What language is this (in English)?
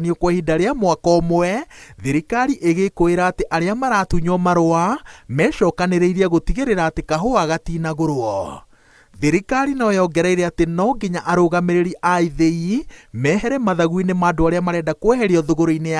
Kikuyu